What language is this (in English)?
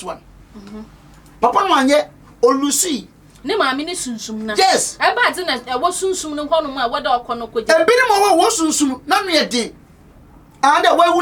Akan